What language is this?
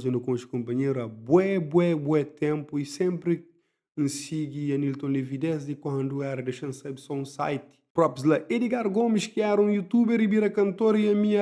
Kabuverdianu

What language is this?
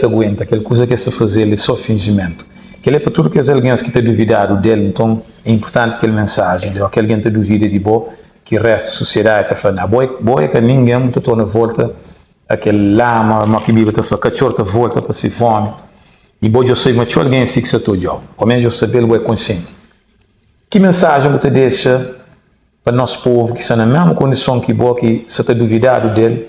Kabuverdianu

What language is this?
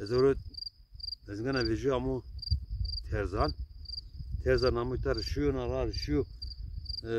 Zaza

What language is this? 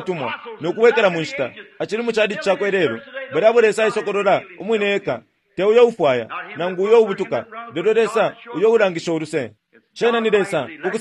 Bemba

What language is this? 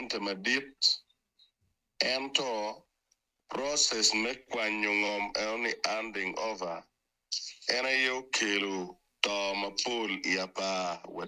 Acoli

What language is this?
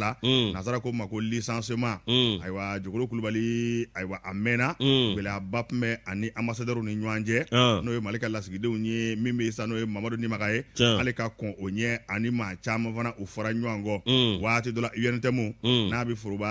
Bambara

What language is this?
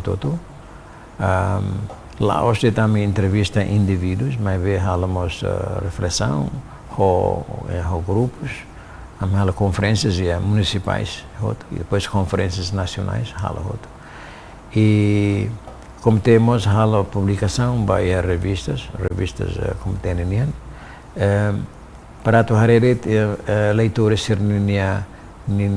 Tetum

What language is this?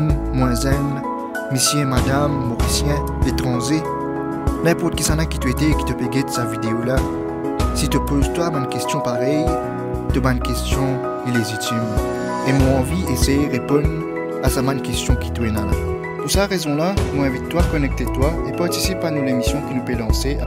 Morisyen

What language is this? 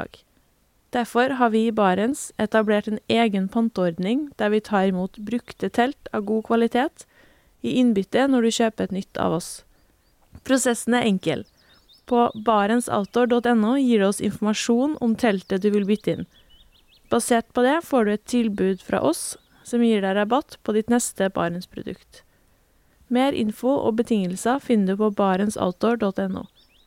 Norwegian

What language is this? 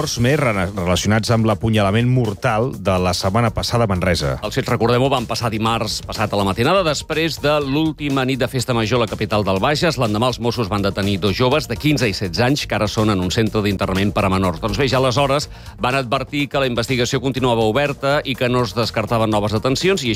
Catalan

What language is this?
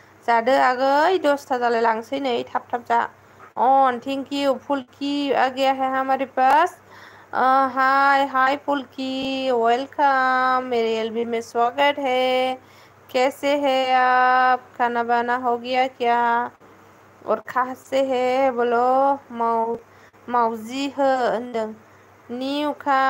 Bodo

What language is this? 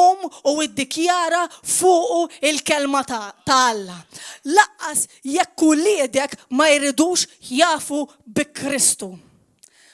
Maltese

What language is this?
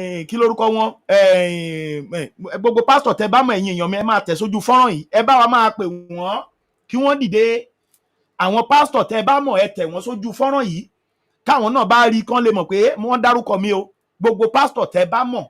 Yoruba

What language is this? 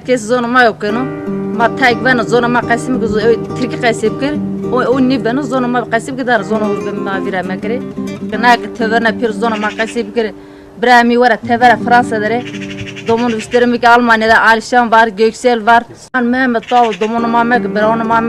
Zaza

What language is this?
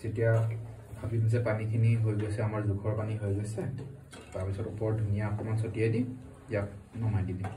Assamese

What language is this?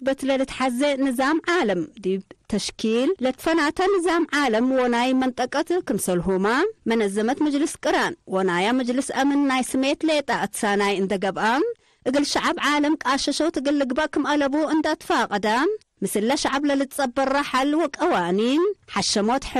Tigre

